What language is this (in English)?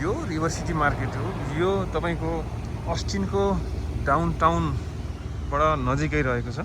Nepali